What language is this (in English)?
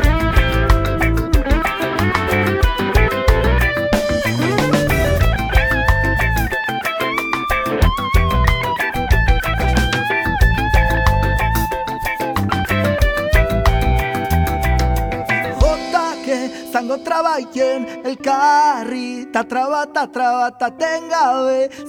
Basque